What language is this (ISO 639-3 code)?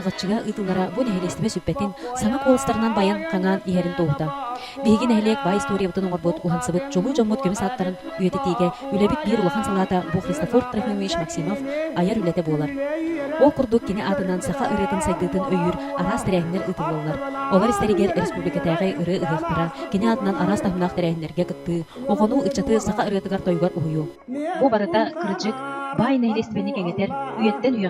sah